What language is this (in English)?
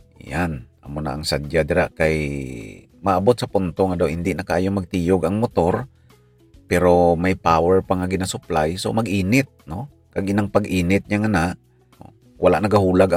Hiligaynon